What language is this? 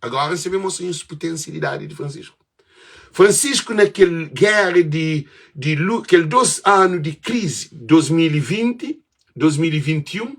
Kabuverdianu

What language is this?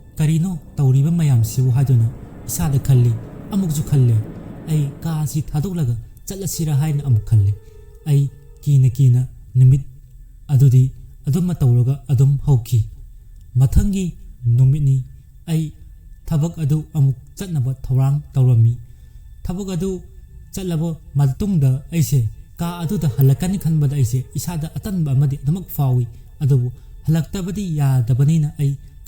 Manipuri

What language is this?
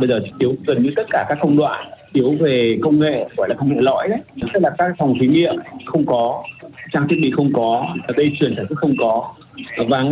Vietnamese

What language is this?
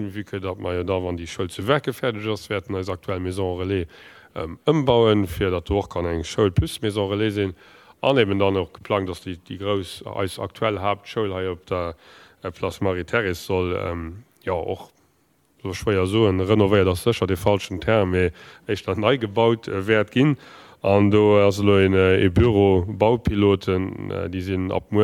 Luxembourgish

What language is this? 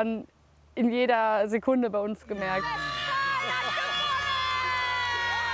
German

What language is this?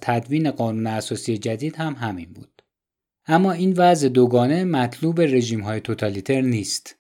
Persian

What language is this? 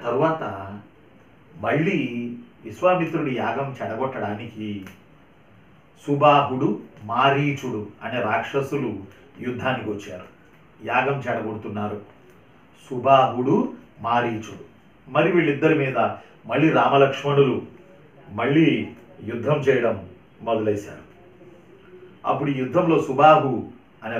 Telugu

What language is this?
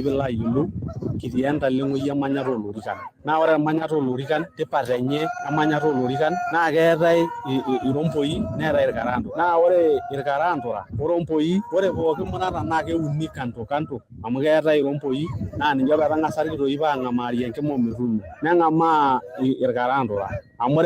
Masai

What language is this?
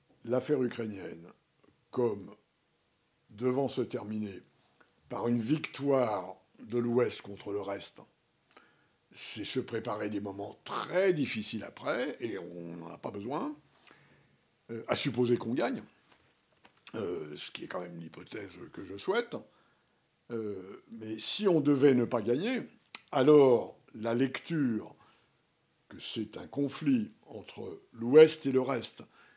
French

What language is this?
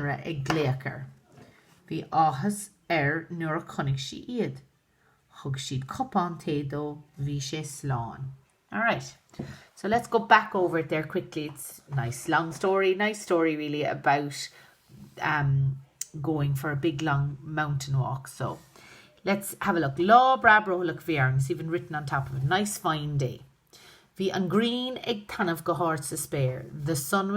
Irish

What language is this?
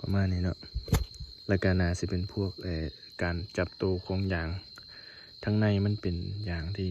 Northeastern Thai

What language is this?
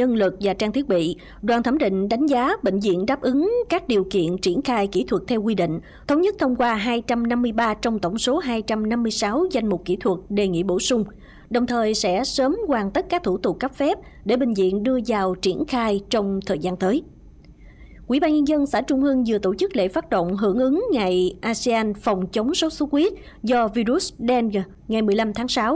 Vietnamese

